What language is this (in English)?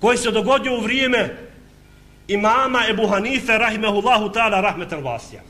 Bosnian